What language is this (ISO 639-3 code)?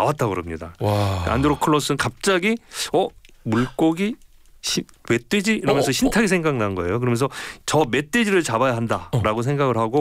kor